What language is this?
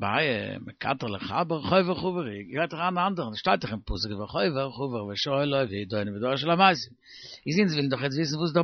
Yiddish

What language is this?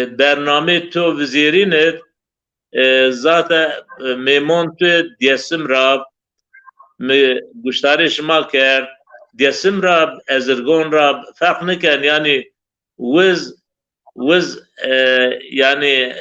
Zaza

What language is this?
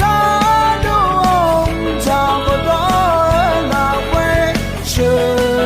Akha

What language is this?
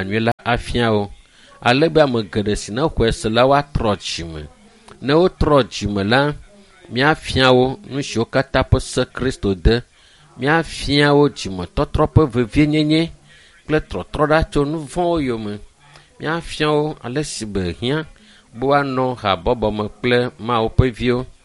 Ewe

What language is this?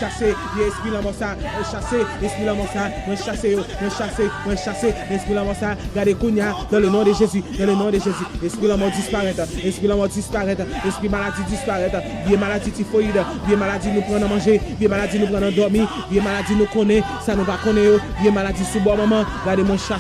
Haitian Creole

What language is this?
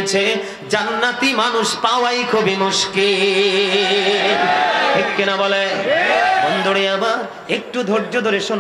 Bangla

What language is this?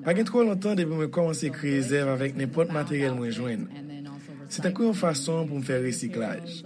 Haitian Creole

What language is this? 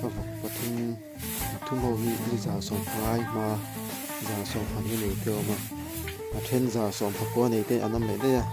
Mizo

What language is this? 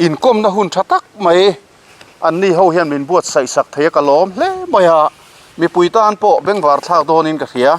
Mizo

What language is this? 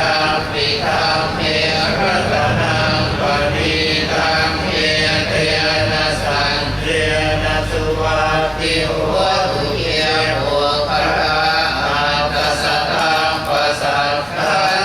Pali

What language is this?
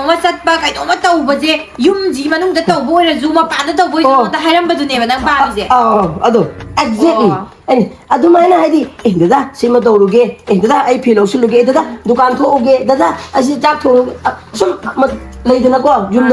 Manipuri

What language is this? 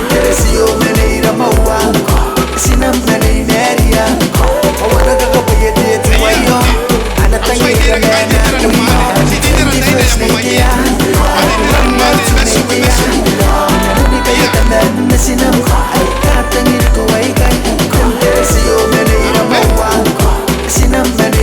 Gilbertese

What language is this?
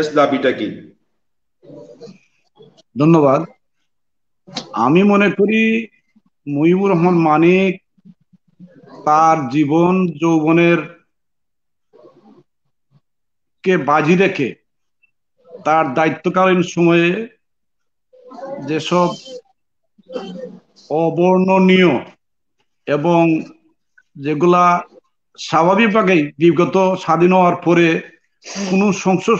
Bangla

